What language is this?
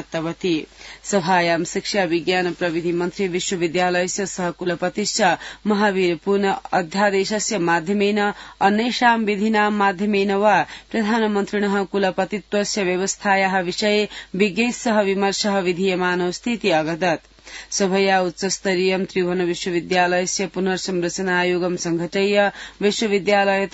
Sanskrit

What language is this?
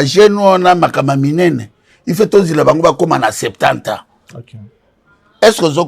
Lingala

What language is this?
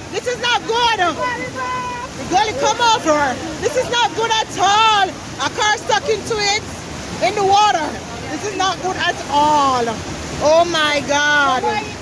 Jamaican Creole English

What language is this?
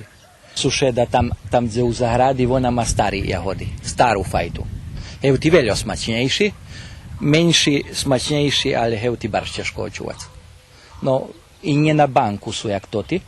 Rusyn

